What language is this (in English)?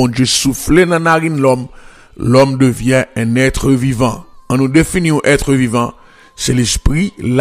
French